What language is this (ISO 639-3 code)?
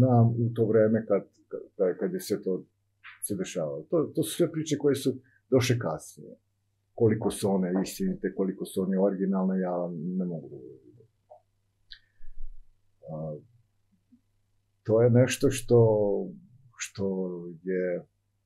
srp